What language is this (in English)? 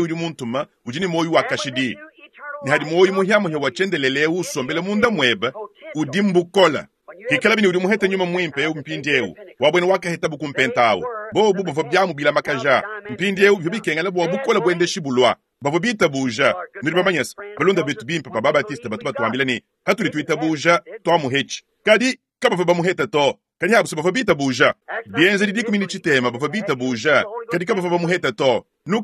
Luba-Lulua